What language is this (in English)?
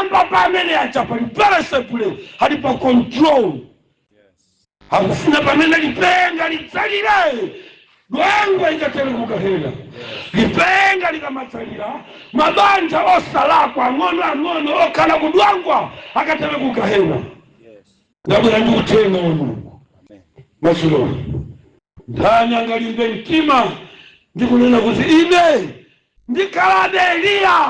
Nyanja